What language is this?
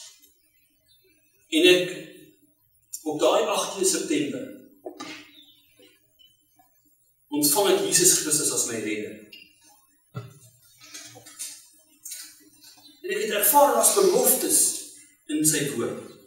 Afrikaans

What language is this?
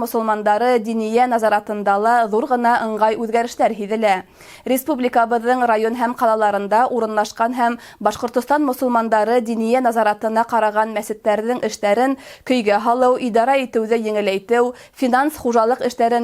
Bashkir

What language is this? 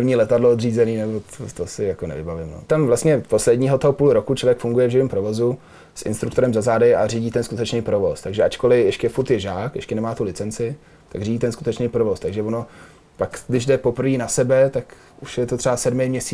Czech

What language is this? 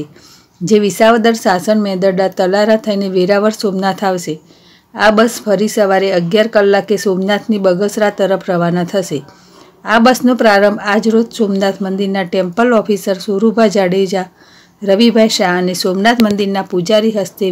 Gujarati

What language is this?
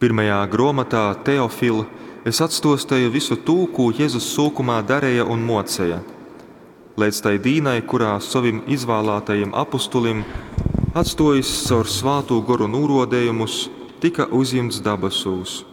Latgalian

